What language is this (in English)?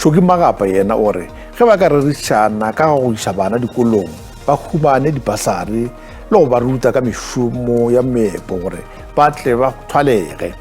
Northern Sotho